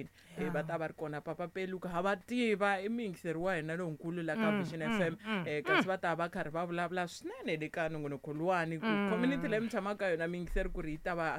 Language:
Tsonga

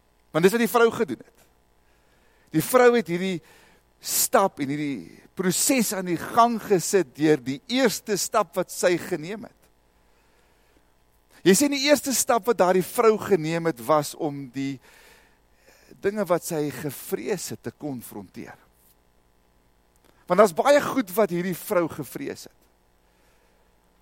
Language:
Afrikaans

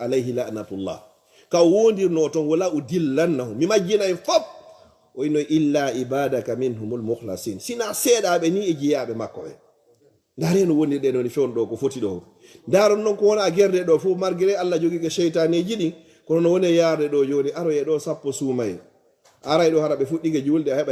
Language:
Fula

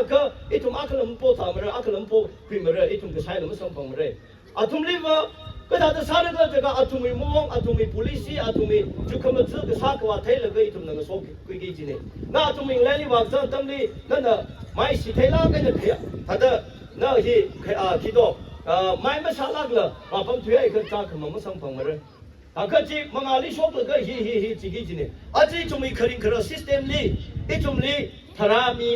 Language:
Tangkhul Naga (India)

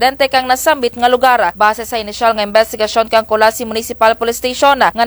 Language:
Kinaray-a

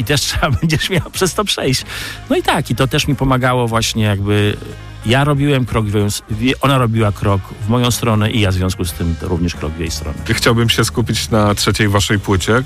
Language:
Polish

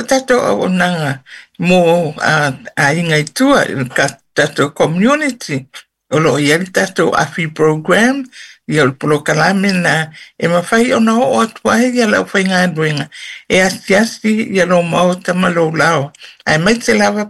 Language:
Samoan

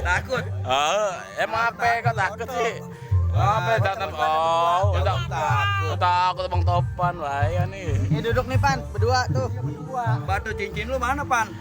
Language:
Betawi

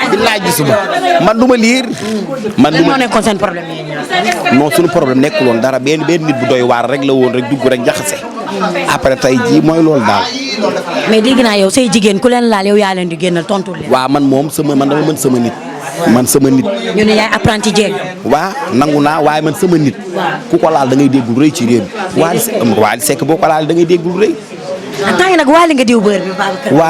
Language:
Wolof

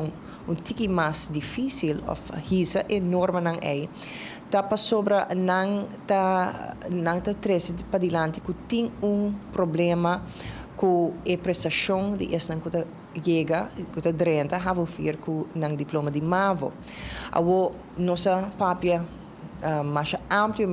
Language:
Papiamento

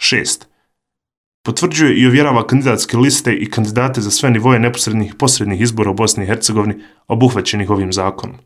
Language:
Bosnian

